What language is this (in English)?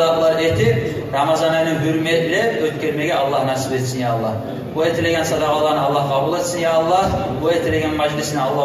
Kumyk